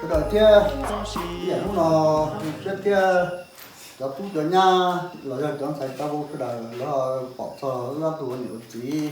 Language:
Hmong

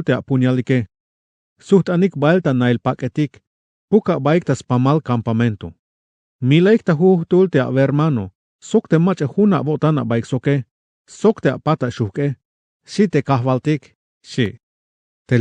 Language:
Tzeltal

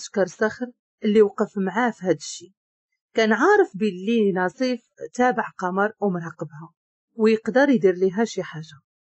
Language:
Moroccan Arabic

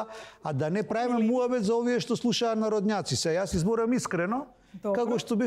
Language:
Macedonian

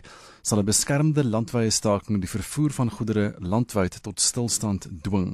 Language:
Afrikaans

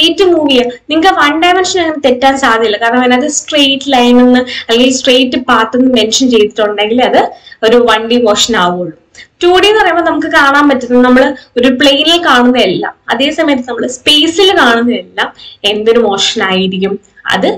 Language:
Malayalam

